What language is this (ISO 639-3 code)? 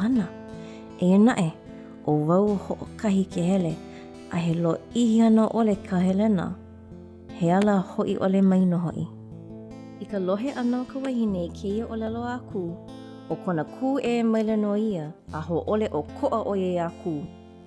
haw